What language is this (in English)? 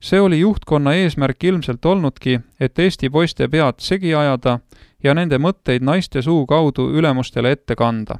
Estonian